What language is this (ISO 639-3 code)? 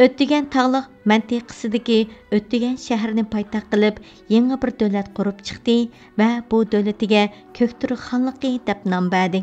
uig